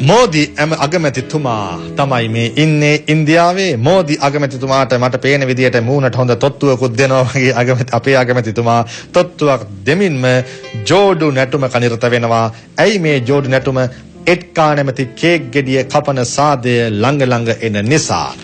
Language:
Sinhala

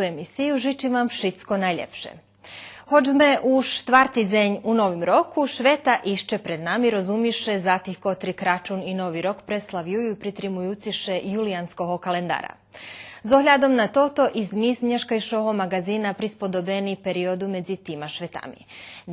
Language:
Rusyn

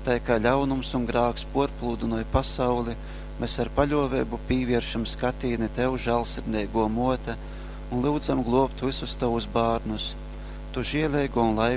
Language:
Latgalian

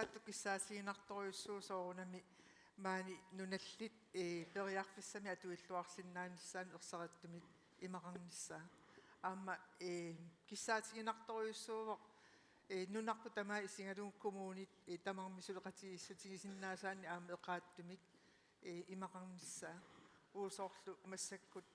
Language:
Kalaallisut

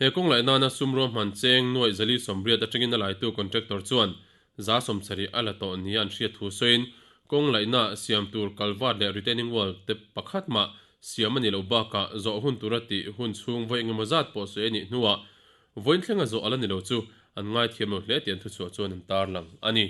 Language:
Mizo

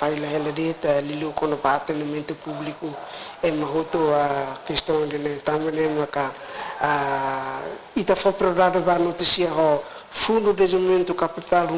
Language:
Tetum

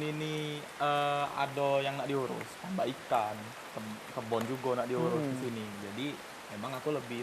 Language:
Musi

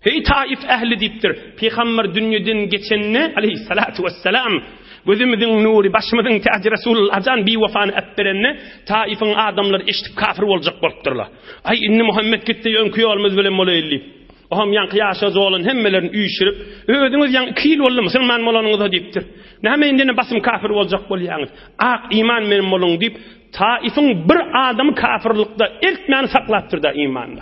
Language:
Turkmen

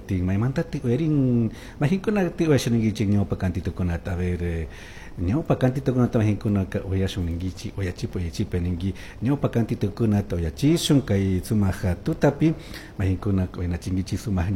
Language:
Chimborazo Highland Quichua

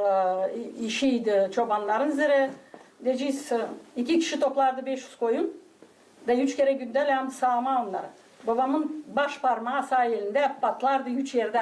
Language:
Gagauz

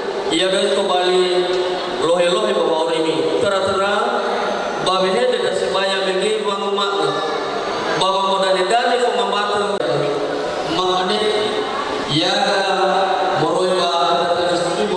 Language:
Nias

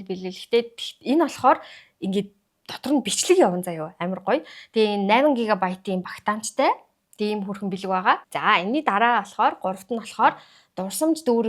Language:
Mongolian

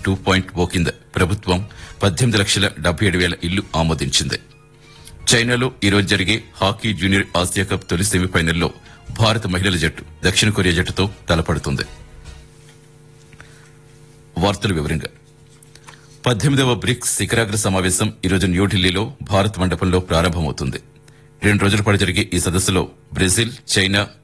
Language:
Telugu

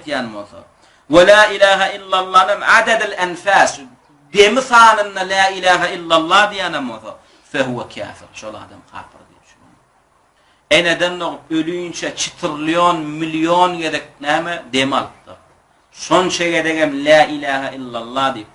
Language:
Turkmen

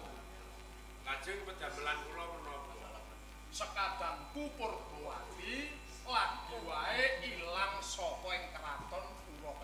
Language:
Javanese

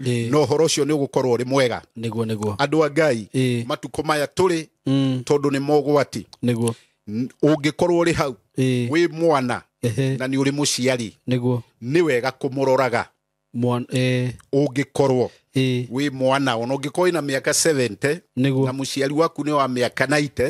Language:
Kikuyu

